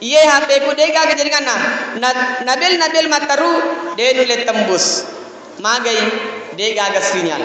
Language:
Buginese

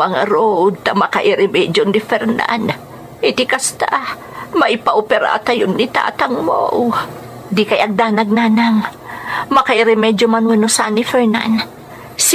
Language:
Iloko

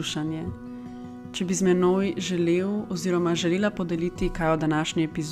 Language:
Slovenian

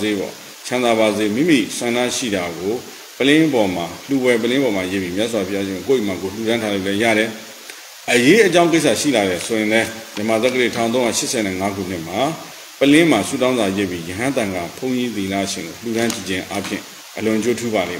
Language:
Burmese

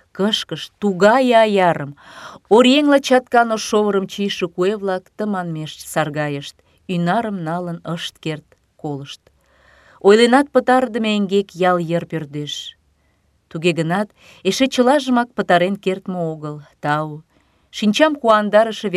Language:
Mari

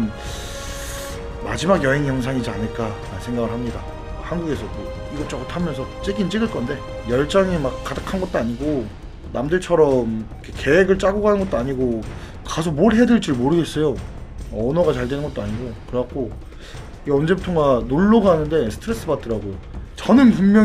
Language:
Korean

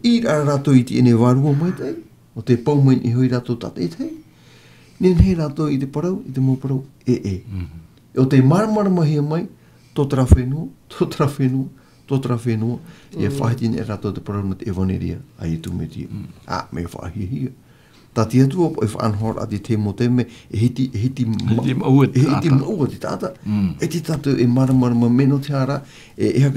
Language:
Tahitian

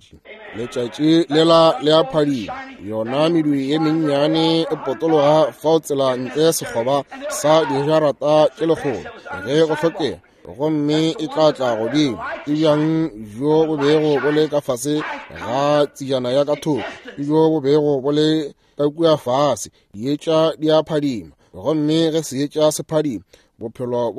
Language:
Northern Sotho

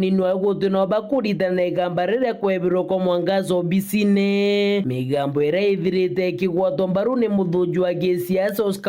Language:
Meru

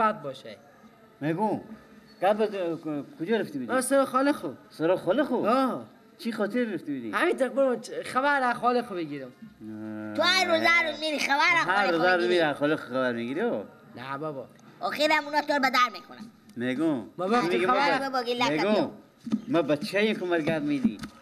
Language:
Persian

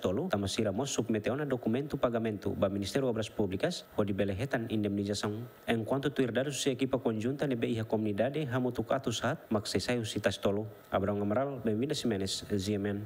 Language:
Tetum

